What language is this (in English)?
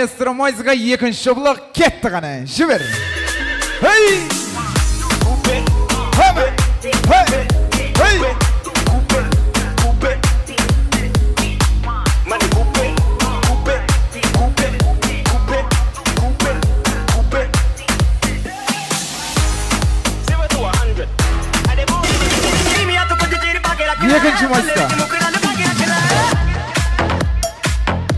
Kazakh